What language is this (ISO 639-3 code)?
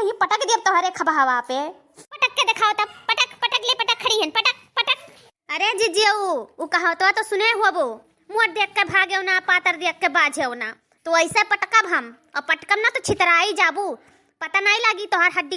awa